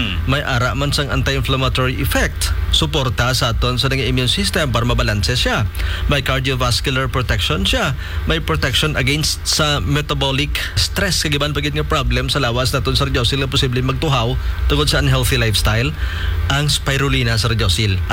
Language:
Hiligaynon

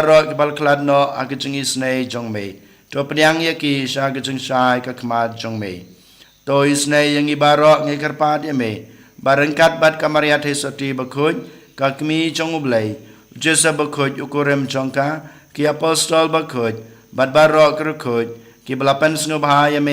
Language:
Khasi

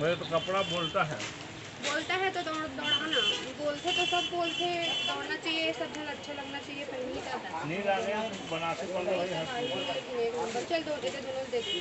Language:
Chhattisgarhi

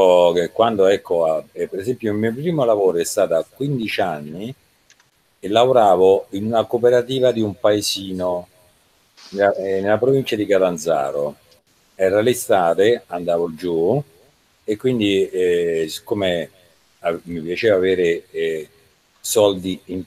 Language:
Italian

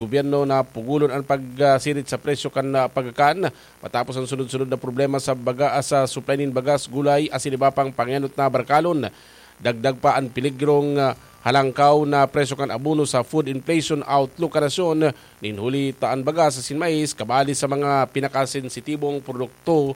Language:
Bikol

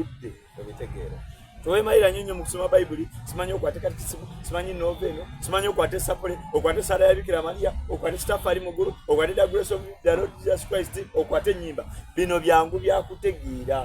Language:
Soga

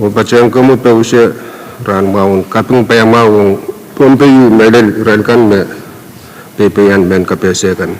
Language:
Pohnpeian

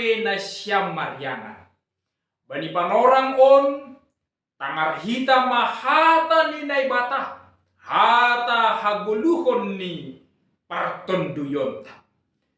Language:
Batak Simalungun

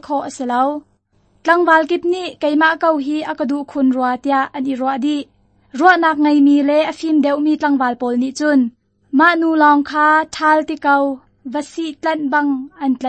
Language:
Hakha Chin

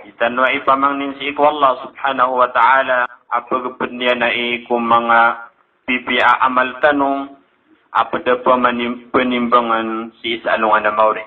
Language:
Maranao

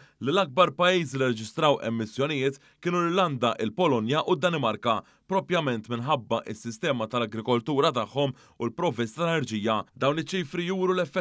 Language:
Maltese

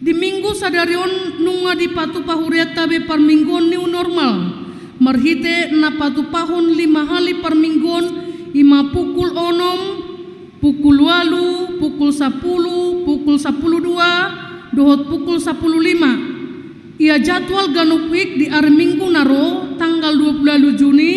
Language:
Batak Toba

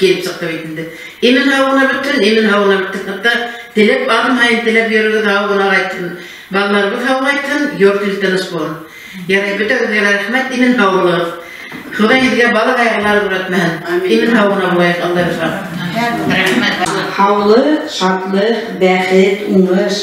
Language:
Bashkir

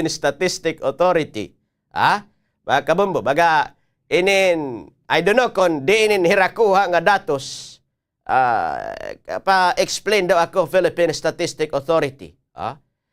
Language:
Waray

